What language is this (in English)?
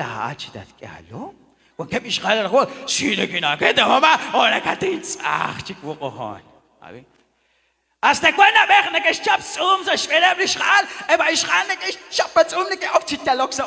Kekchí